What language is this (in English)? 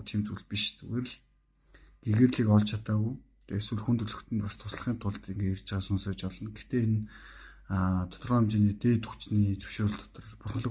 Mongolian